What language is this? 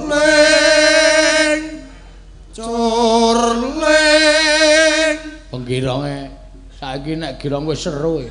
Javanese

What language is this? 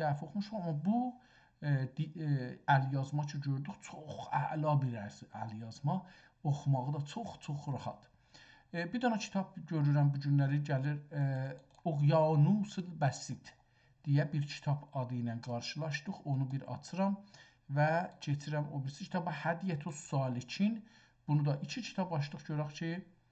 South Azerbaijani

